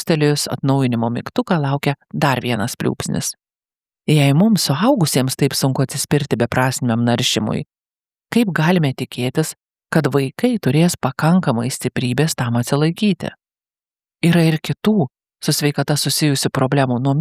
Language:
Lithuanian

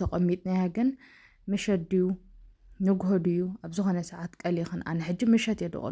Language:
Tigrinya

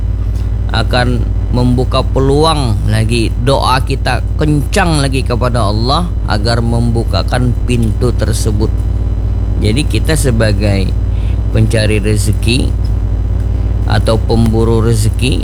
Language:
Indonesian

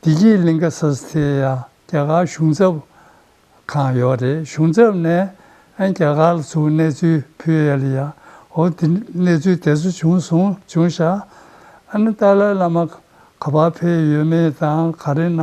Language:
Tibetan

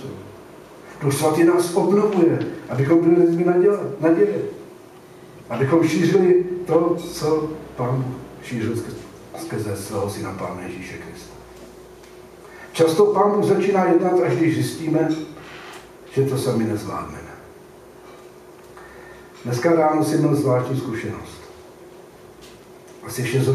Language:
Czech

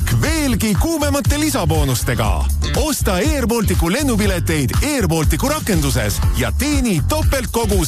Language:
Estonian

